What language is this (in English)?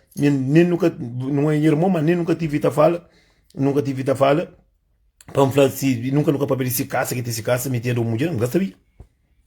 Kabuverdianu